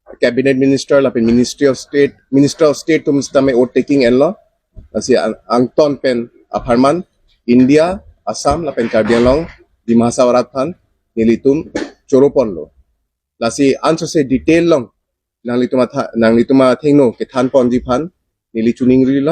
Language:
Karbi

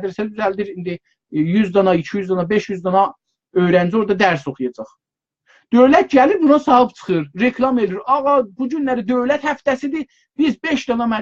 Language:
South Azerbaijani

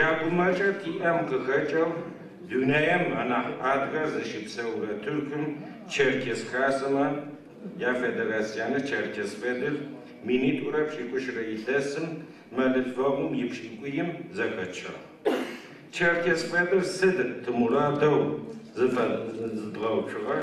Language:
Adyghe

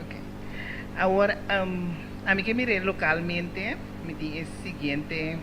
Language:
Papiamento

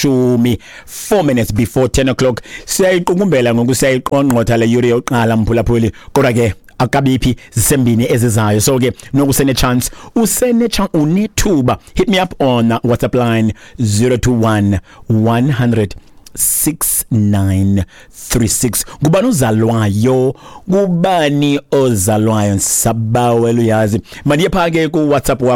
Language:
Xhosa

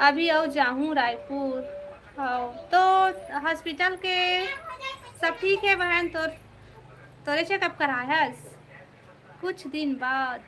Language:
Chhattisgarhi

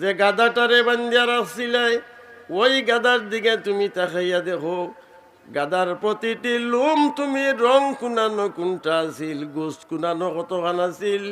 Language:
Sylheti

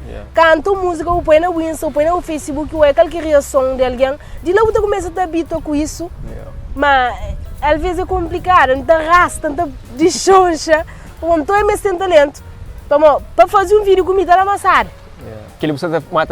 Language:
Kabuverdianu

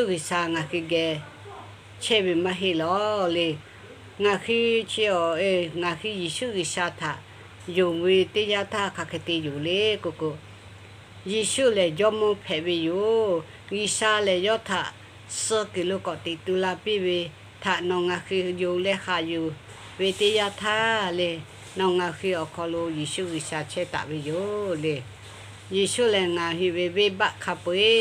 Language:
Lahu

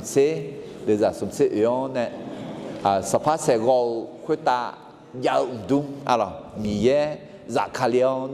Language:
Akha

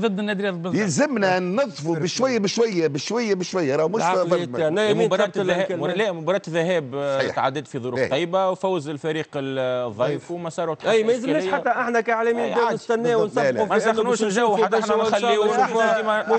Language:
Tunisian Arabic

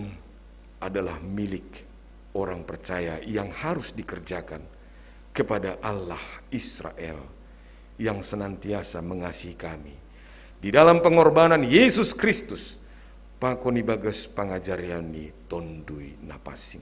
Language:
Batak Simalungun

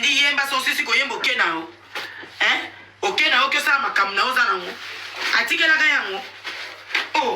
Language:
Lingala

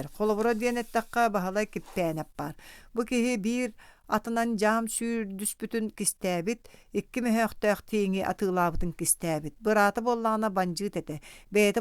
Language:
Yakut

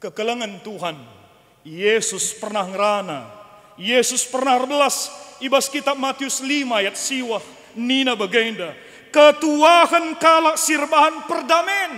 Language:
Batak Karo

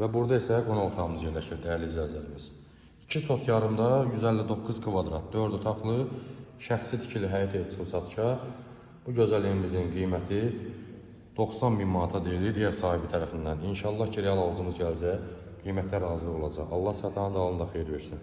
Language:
Azerbaijani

